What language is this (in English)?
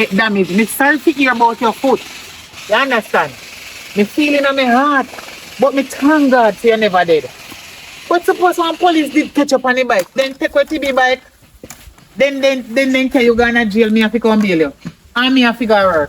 Jamaican Creole English